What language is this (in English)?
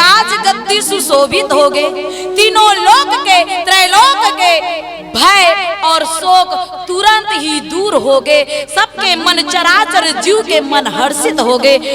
Chhattisgarhi